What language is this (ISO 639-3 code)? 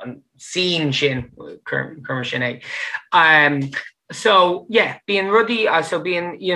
gle